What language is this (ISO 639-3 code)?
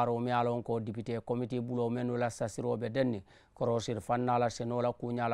man